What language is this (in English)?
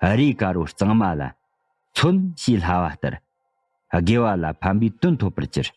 Tibetan